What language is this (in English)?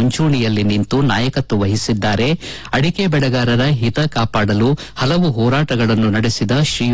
Kannada